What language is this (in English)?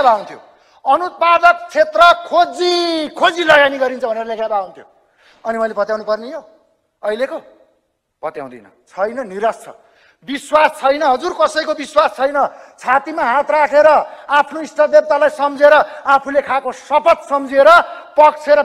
Nepali